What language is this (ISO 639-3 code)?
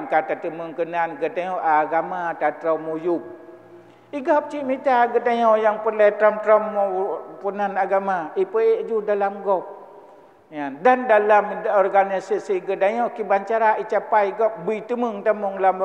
ace